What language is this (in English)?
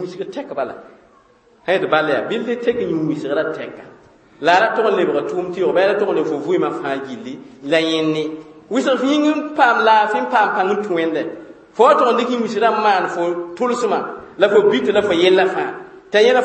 Mossi